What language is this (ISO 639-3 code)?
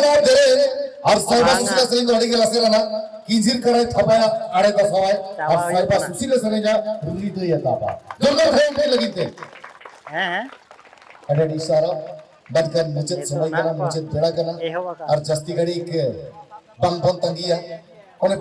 sat